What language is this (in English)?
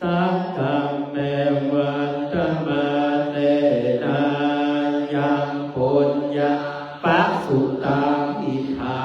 Pali